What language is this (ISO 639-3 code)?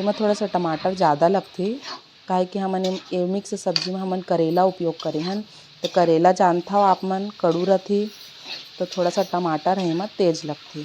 hne